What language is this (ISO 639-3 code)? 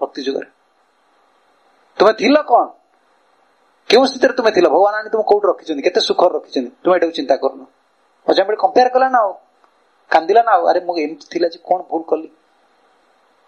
ori